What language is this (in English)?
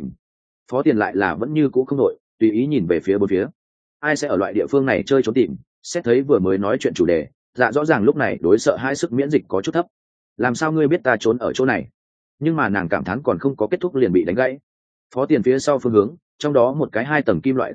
Vietnamese